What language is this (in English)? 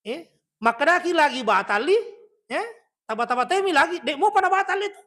Buginese